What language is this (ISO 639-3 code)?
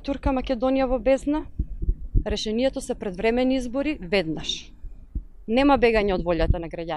mkd